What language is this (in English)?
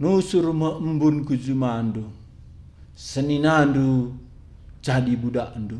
Batak Karo